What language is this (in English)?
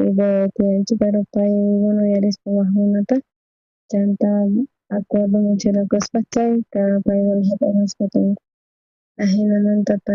South Bolivian Quechua